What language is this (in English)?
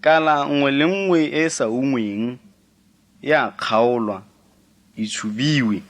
Tswana